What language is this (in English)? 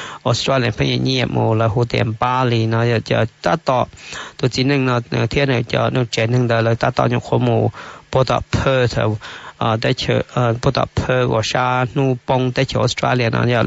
Hmong